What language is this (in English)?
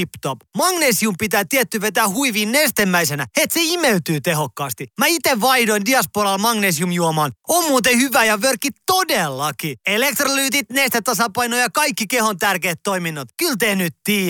Finnish